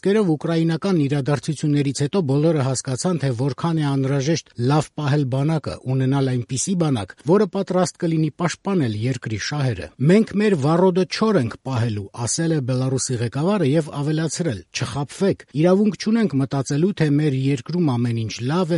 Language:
Armenian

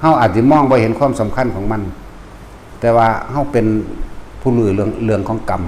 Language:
Northeastern Thai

